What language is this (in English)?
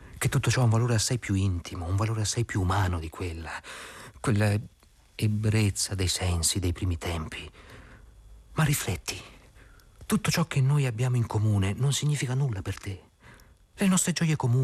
Italian